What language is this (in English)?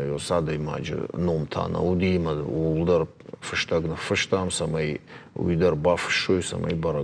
Ossetic